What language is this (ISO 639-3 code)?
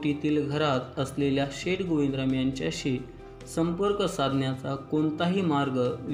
mar